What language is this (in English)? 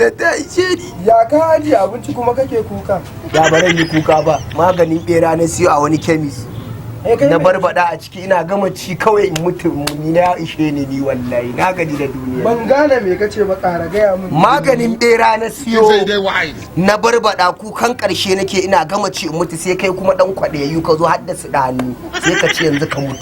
Hausa